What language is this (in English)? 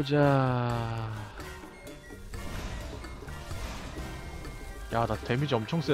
Korean